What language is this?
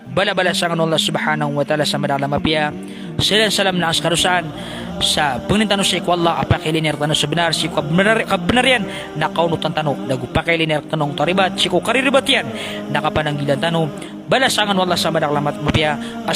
Maranao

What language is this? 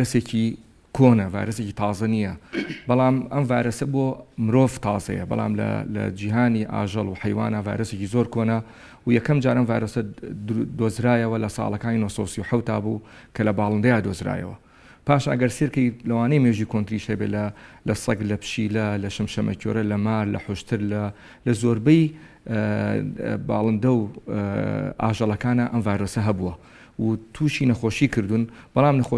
Central Kurdish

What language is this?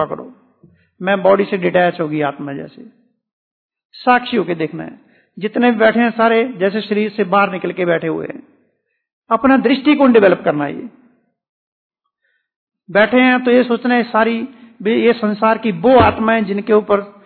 Hindi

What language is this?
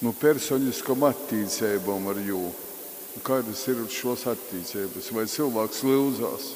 Latgalian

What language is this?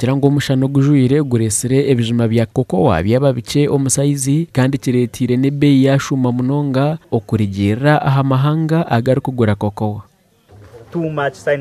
Nyankole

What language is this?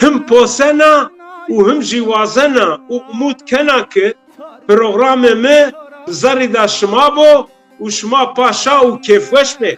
Zaza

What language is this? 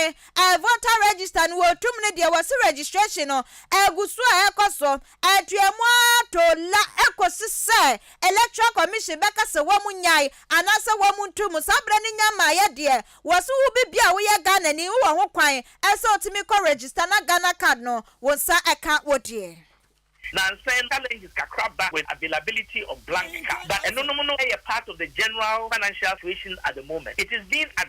Akan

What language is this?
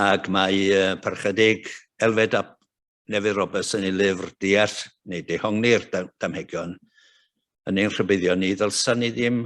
Welsh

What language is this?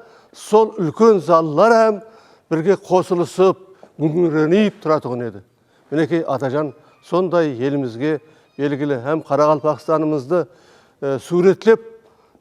Kara-Kalpak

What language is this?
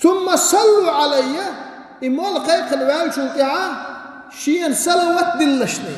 Chechen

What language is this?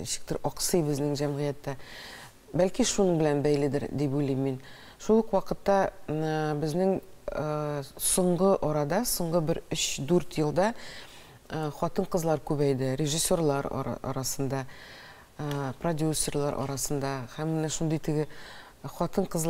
Tatar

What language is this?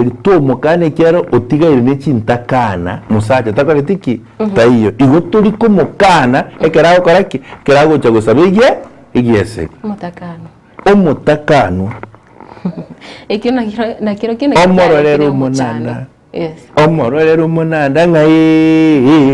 Gusii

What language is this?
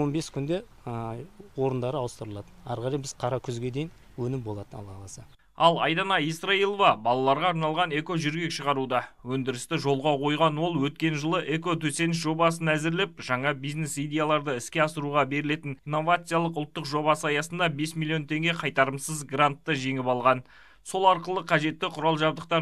Kazakh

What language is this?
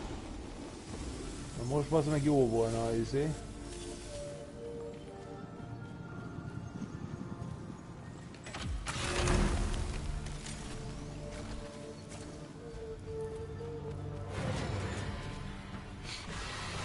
Hungarian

